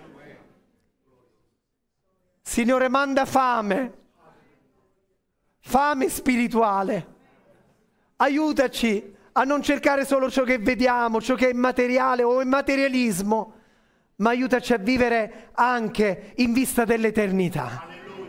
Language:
Italian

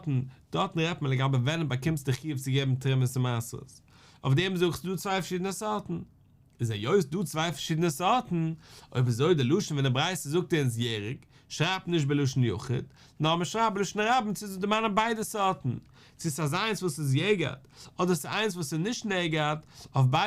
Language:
Yiddish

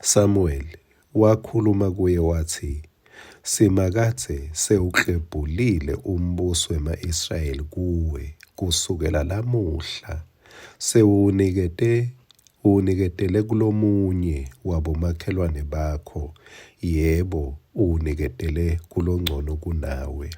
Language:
Swati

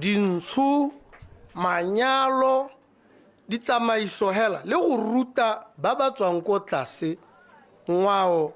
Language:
Tswana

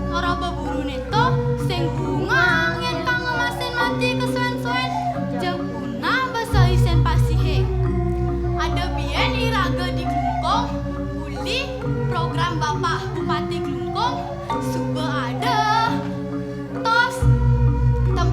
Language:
Balinese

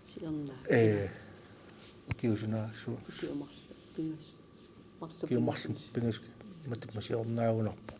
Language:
Kalaallisut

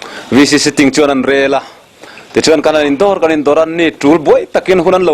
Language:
Mizo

